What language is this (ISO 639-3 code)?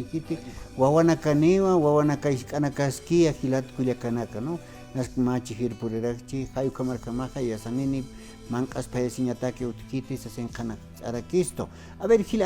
aym